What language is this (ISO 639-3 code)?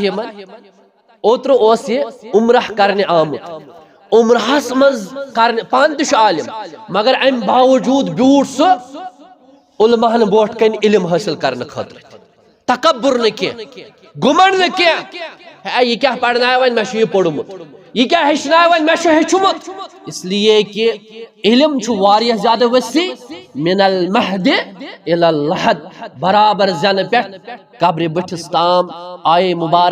kas